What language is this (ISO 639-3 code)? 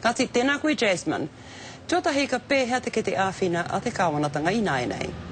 mri